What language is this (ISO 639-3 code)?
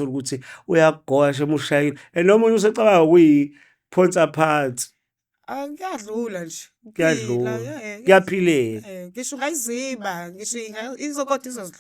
zul